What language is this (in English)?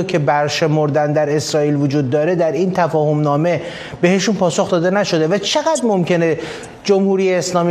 Persian